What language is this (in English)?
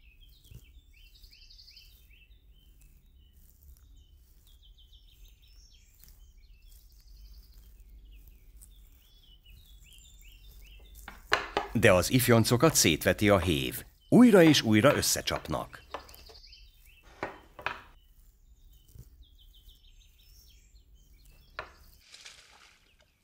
Hungarian